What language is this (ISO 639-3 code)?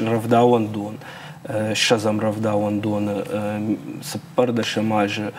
oss